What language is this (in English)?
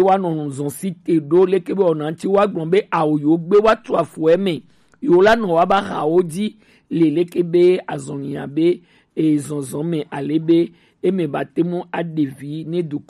Gen